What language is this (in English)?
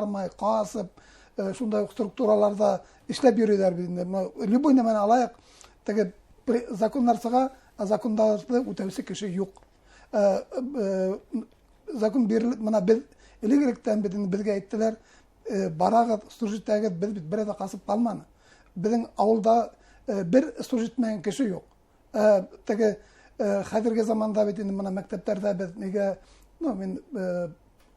Bashkir